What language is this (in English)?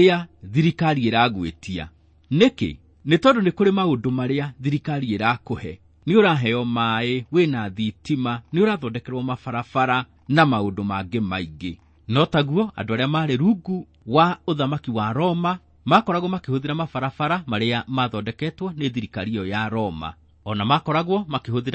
Kikuyu